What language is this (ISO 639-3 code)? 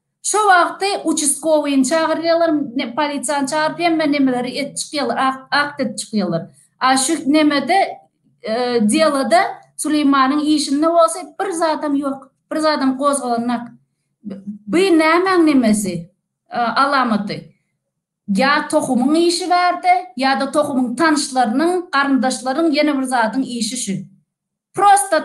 tuk